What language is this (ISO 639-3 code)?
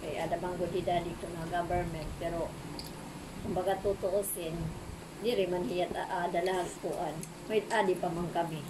war